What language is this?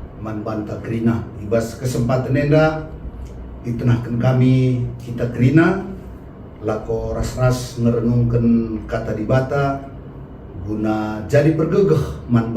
Batak Karo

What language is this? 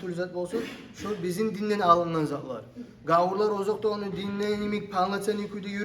Kumyk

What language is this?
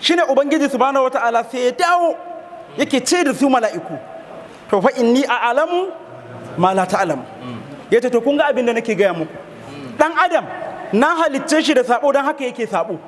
Hausa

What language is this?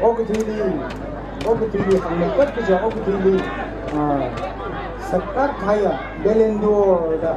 Tangkhul Naga (India)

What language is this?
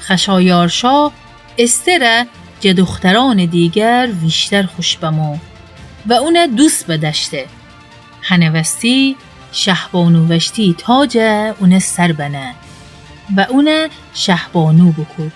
Gilaki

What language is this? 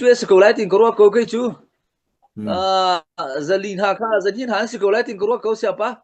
Hakha Chin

